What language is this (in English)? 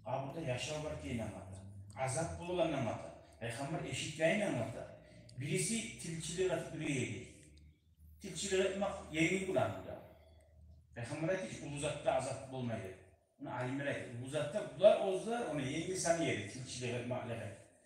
Kumyk